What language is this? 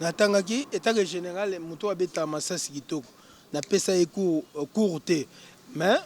Lingala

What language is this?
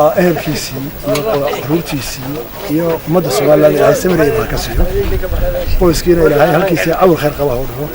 Somali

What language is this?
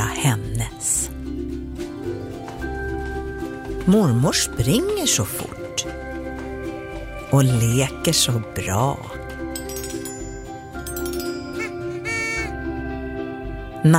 Swedish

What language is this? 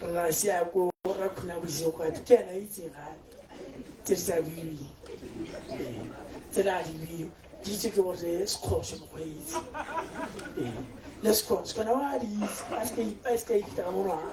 Tswana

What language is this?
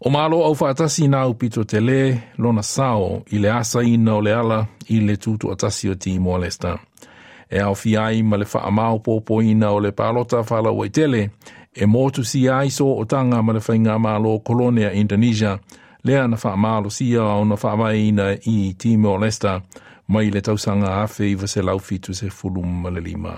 Samoan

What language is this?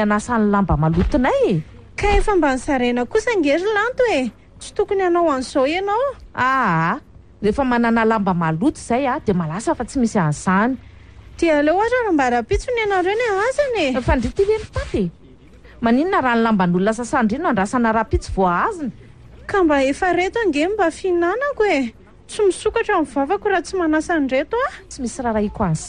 Malagasy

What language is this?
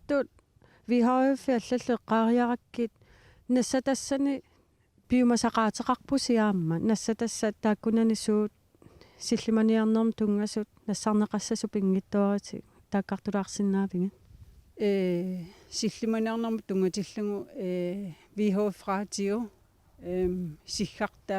Kalaallisut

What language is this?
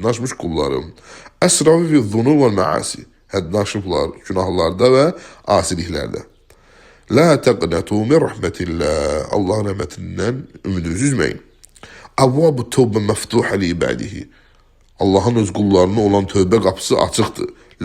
Azerbaijani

